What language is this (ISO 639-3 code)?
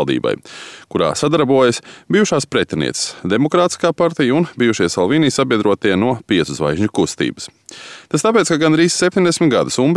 lav